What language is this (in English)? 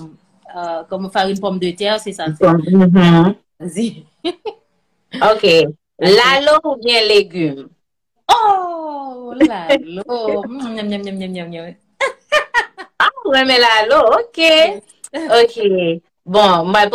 Haitian Creole